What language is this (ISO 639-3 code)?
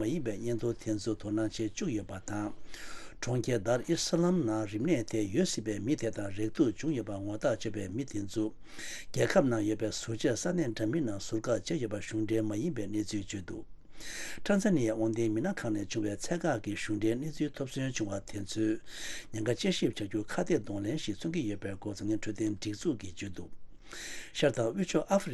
bod